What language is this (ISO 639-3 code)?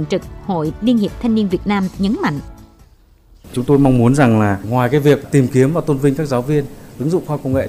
vie